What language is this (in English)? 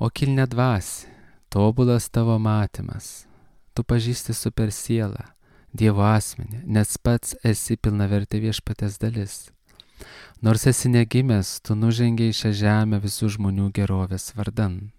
Lithuanian